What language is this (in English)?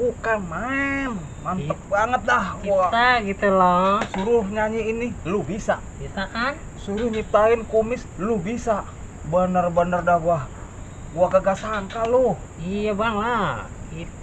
Betawi